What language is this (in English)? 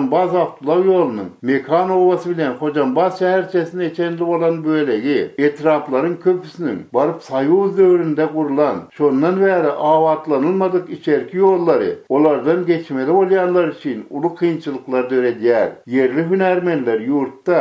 Turkmen